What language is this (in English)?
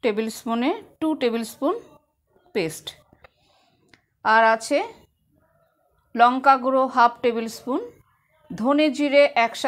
Bangla